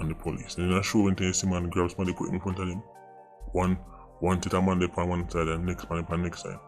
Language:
Jamaican Creole English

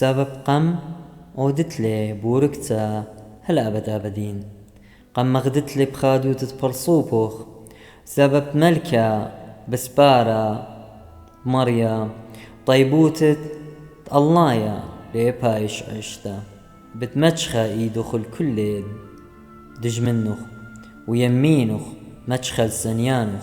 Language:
Assyrian Neo-Aramaic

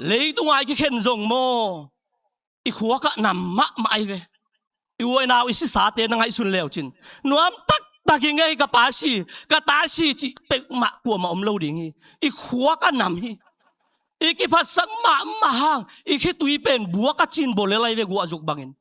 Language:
Tedim Chin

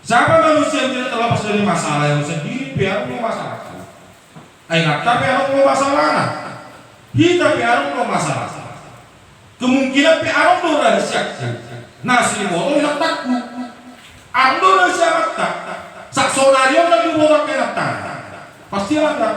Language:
Batak Toba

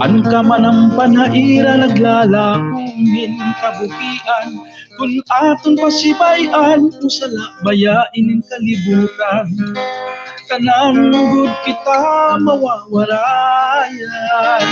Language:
Waray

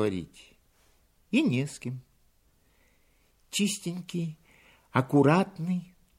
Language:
Russian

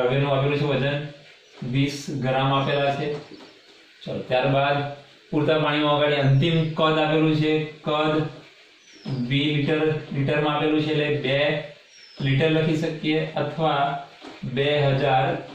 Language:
Gujarati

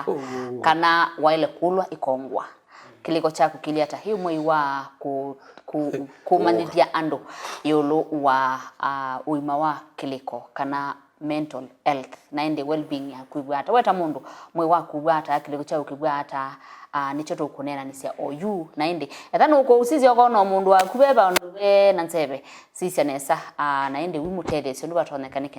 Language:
Kamba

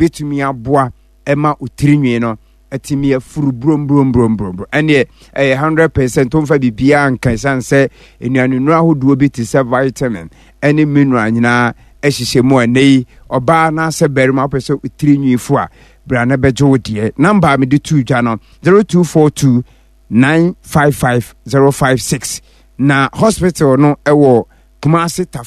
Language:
Akan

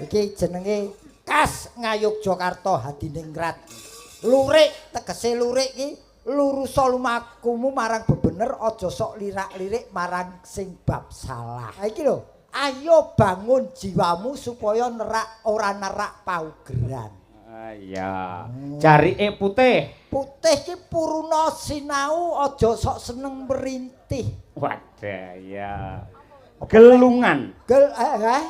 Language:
Javanese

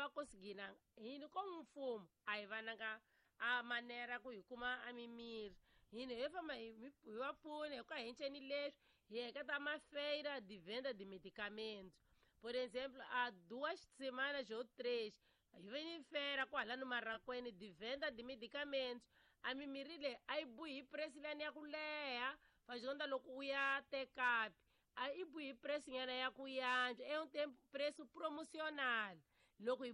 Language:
Tsonga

